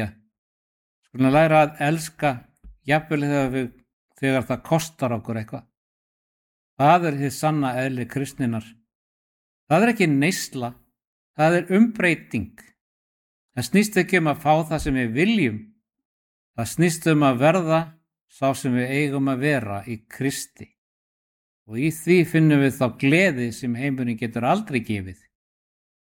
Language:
Icelandic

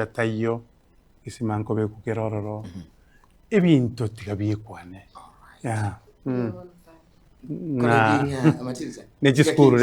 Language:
Gusii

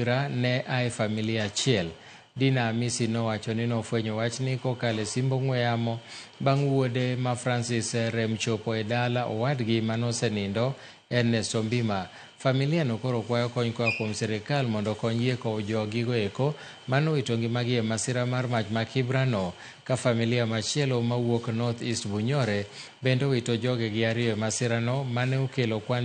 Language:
Luo (Kenya and Tanzania)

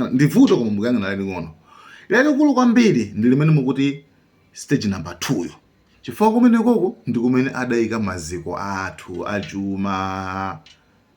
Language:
Nyanja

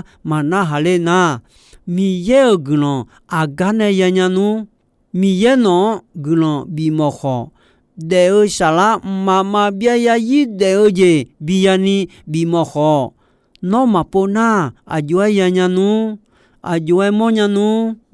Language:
Akha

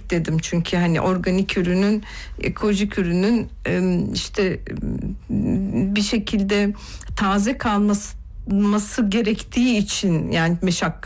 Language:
Turkish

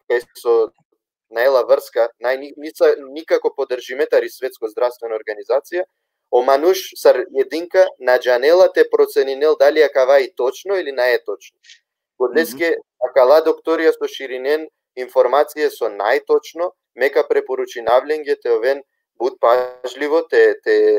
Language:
Balkan Romani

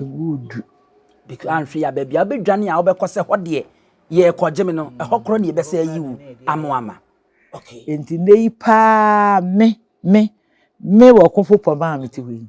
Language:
Akan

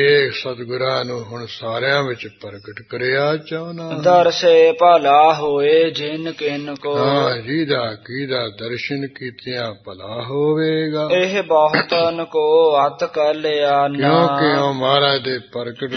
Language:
Punjabi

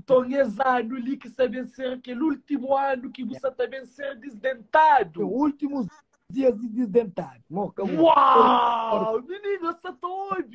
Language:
Kabuverdianu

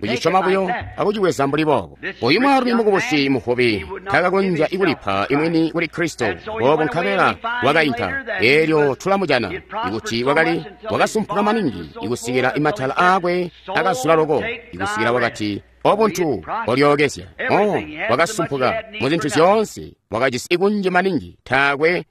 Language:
Tonga (Zambia)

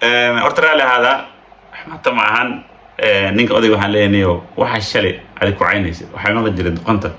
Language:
Somali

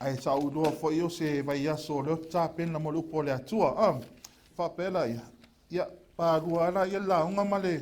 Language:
Samoan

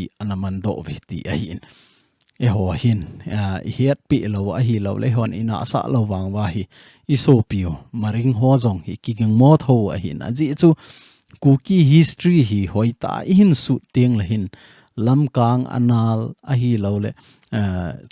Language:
Thado Chin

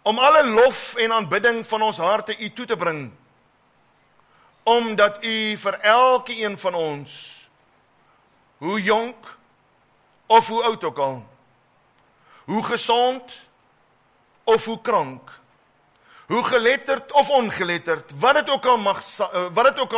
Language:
Afrikaans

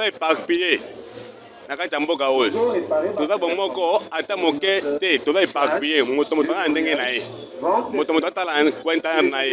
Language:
Lingala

